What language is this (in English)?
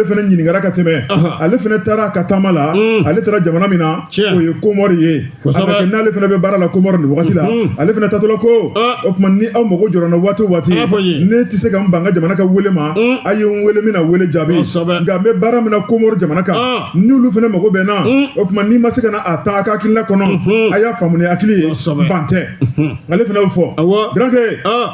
Bambara